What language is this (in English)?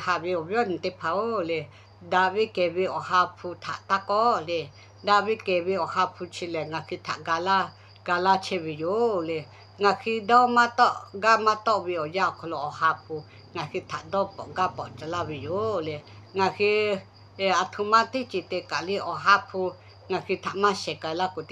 Lahu